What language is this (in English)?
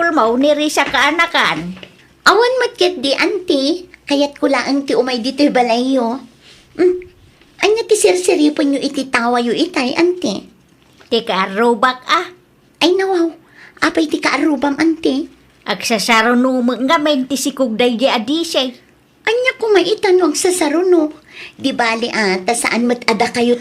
Iloko